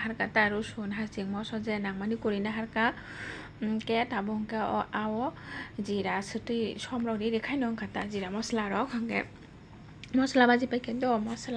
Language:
Kok Borok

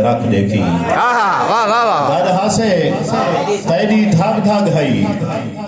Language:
Saraiki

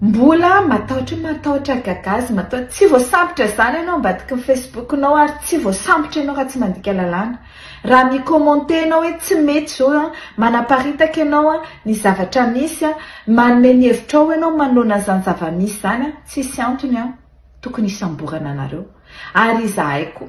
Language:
Malagasy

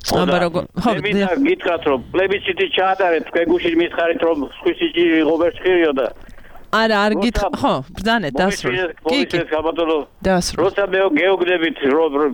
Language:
Georgian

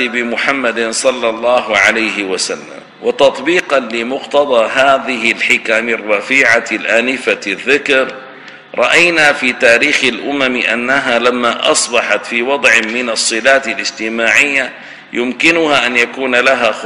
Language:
Arabic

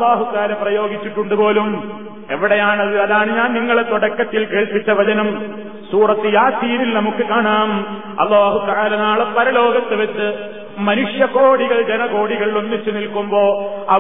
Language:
Malayalam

